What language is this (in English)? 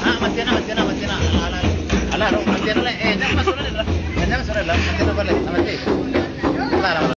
Minangkabau